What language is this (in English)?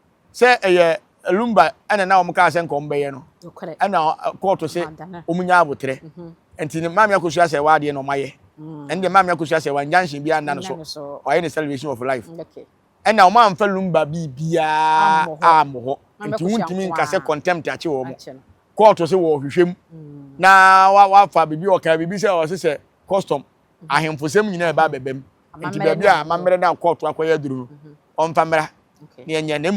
Akan